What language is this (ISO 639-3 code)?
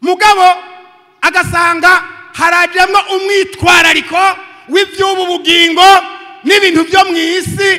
run